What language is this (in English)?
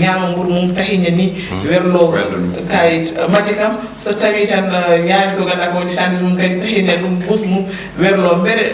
Fula